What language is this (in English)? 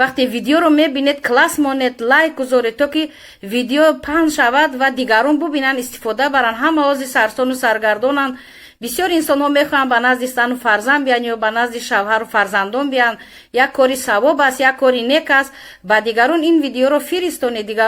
Tajik